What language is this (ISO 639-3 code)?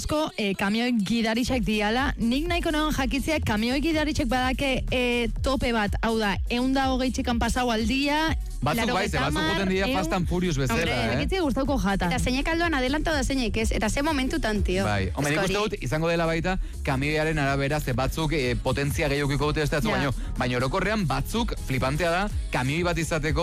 eus